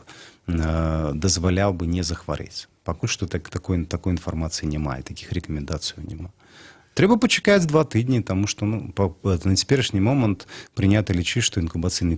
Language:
Belarusian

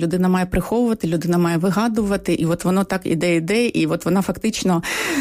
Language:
Ukrainian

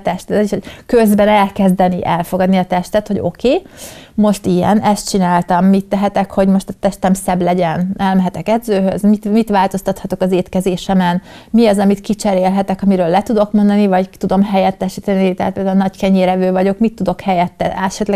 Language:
Hungarian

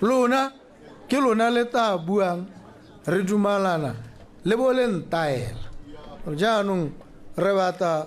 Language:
Tswana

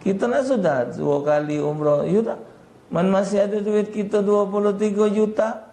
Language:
Musi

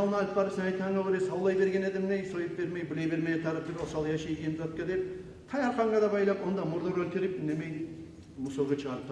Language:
Kumyk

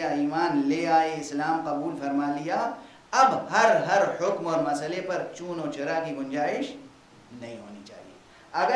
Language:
Urdu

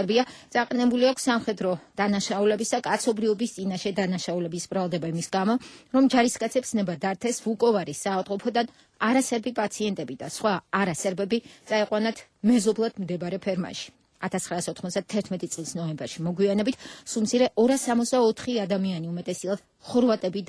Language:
Georgian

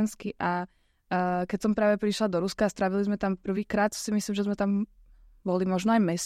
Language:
Slovak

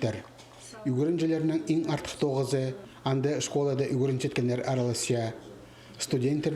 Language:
Khakas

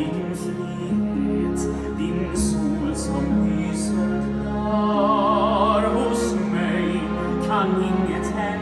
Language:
Swedish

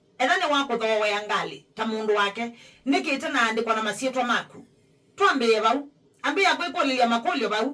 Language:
Kamba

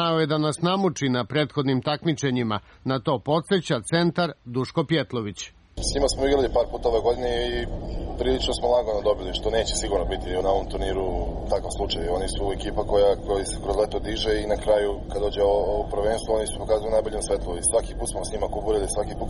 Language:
Serbian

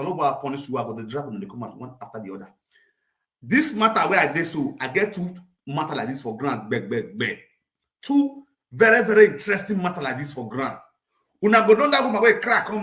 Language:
Nigerian Pidgin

